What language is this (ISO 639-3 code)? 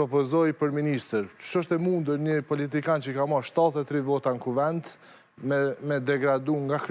sqi